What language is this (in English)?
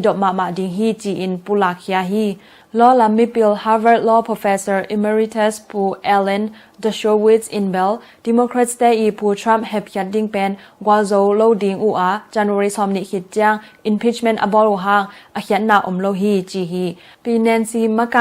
Tedim Chin